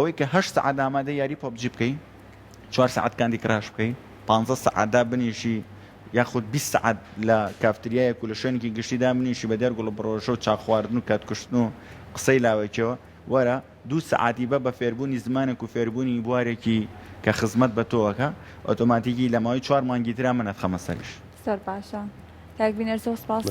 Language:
Central Kurdish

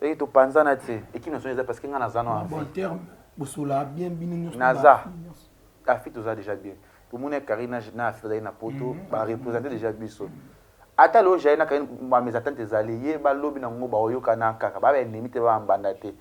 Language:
Lingala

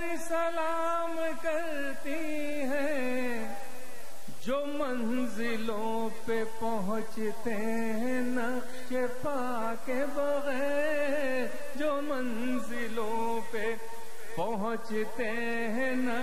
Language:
Urdu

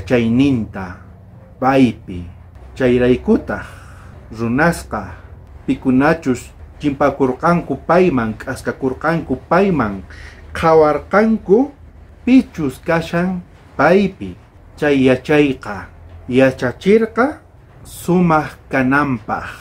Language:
South Bolivian Quechua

